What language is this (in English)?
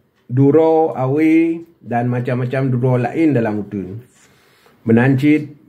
Achinese